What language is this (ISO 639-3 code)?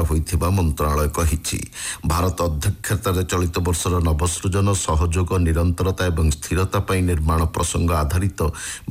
ori